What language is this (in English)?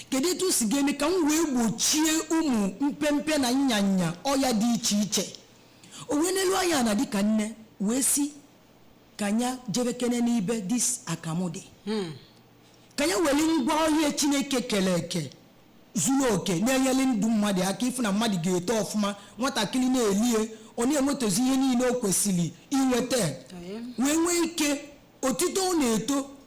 Igbo